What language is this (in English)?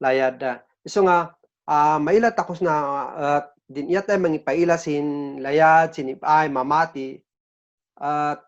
Kankanaey